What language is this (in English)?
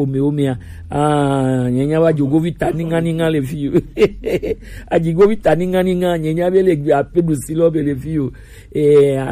Gen